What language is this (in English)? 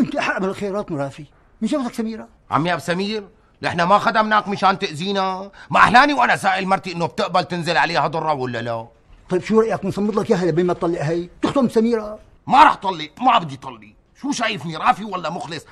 North Levantine Arabic